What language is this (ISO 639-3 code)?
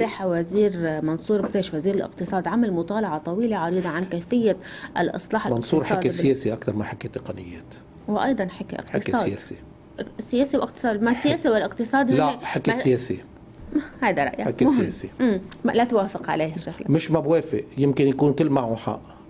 apc